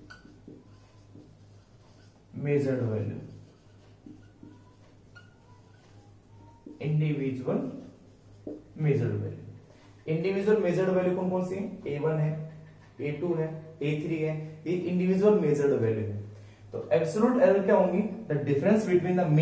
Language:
Hindi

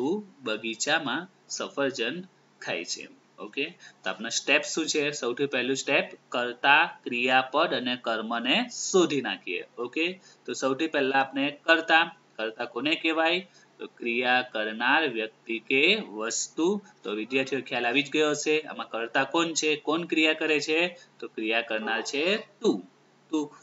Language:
Gujarati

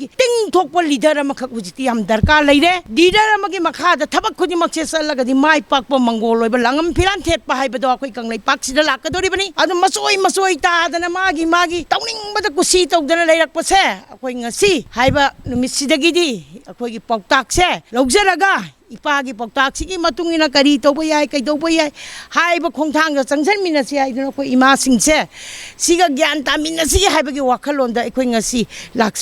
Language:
Manipuri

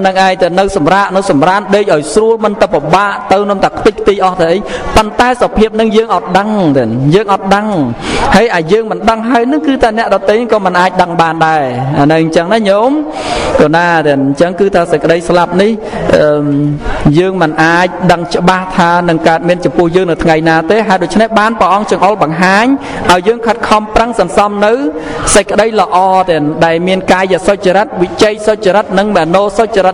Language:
Khmer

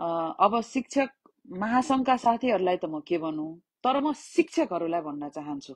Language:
Nepali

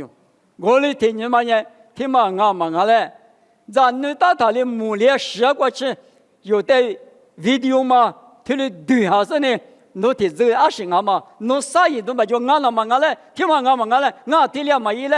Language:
Lisu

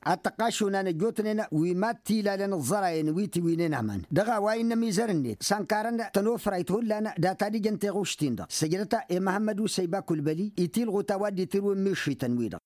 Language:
Tamasheq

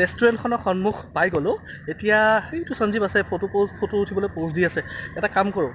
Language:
Assamese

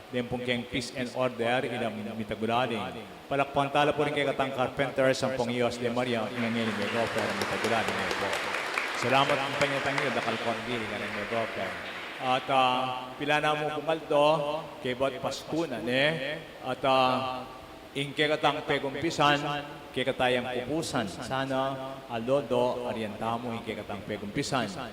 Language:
Pampanga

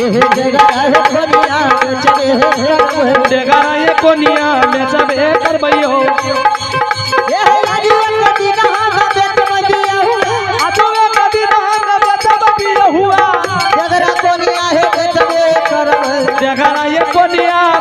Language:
Angika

